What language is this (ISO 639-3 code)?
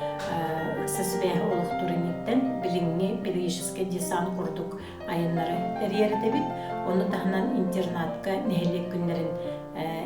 sah